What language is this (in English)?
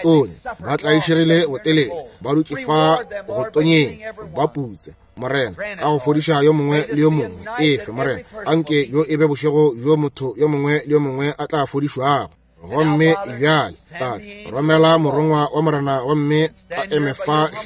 Northern Sotho